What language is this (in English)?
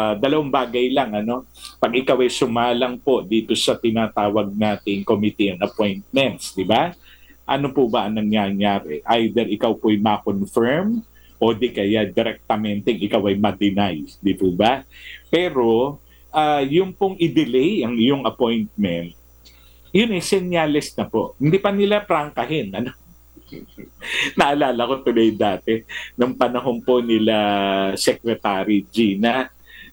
Filipino